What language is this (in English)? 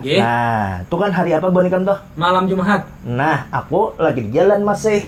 Banjar